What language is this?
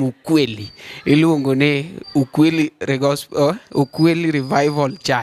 Luo (Kenya and Tanzania)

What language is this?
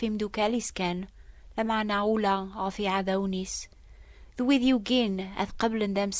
Kabyle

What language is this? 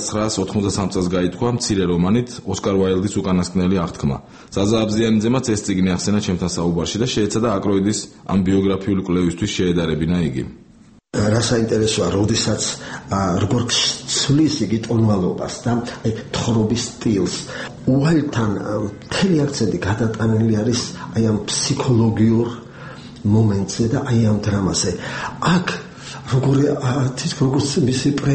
Georgian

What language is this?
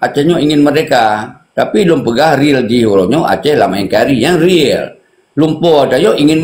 Achinese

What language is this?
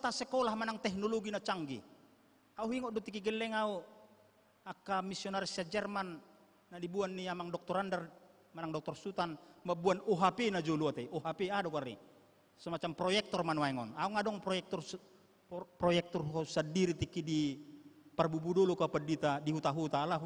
Batak Toba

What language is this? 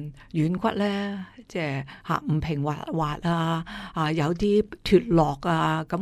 Cantonese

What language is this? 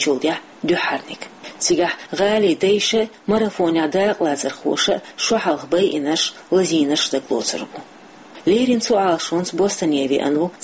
Chechen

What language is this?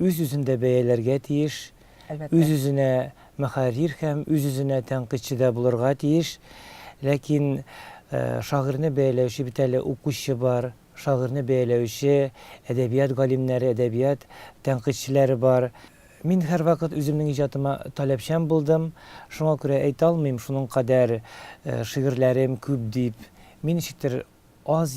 Tatar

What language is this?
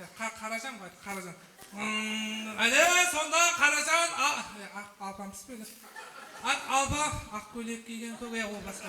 Kara-Kalpak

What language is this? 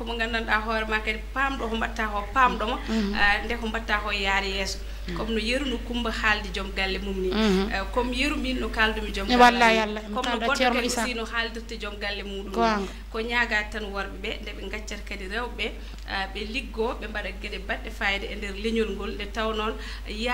Fula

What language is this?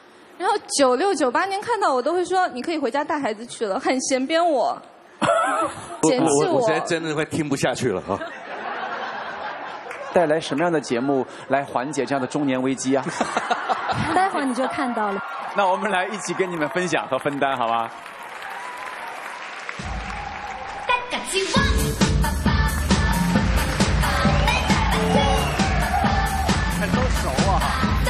Chinese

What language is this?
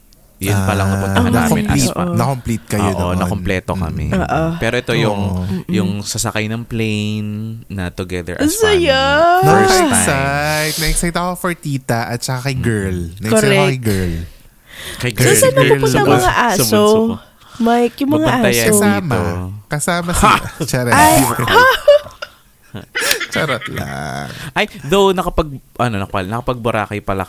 Filipino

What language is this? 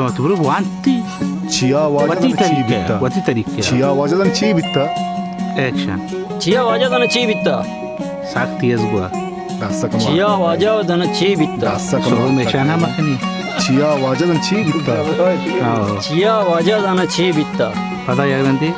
Baluchi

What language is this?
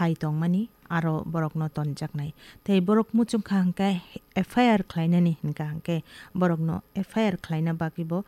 Kok Borok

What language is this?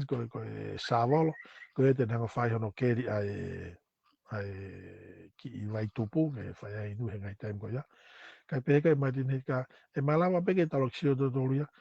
Tongan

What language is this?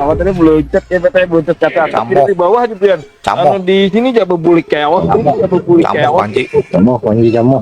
Banjar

